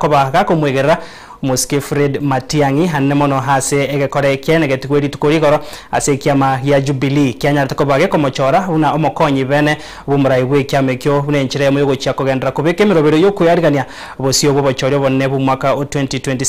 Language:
Gusii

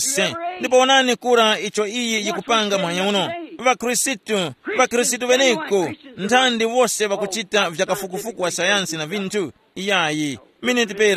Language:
Tumbuka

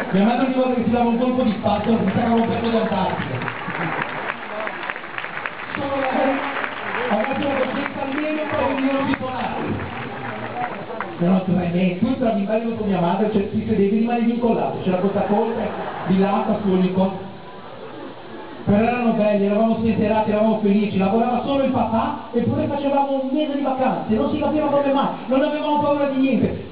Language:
Italian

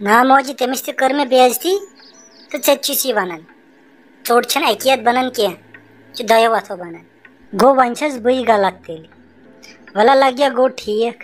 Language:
Kashmiri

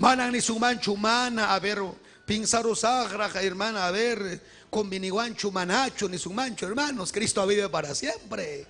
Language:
Ayacucho Quechua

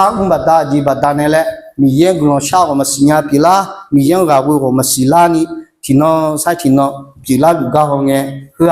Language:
Akha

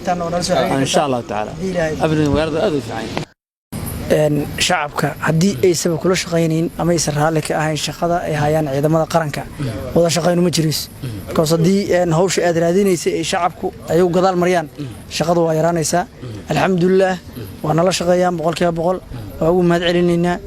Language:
Somali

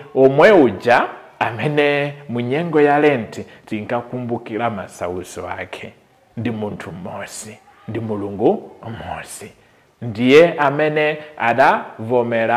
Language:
Nyanja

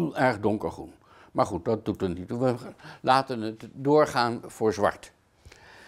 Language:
Dutch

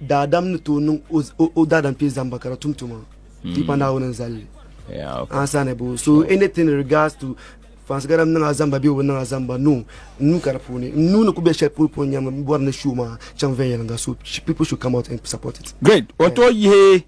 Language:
Dagbani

